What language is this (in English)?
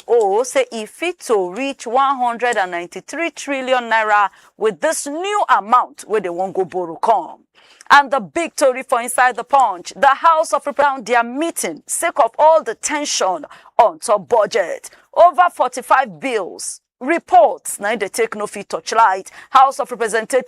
Nigerian Pidgin